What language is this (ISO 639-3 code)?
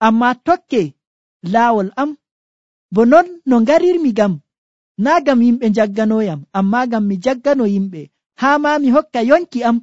fuv